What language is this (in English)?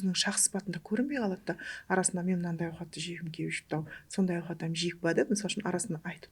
Kara-Kalpak